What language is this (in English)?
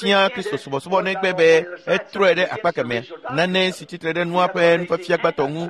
Ewe